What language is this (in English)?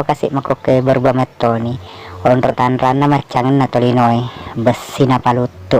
Buginese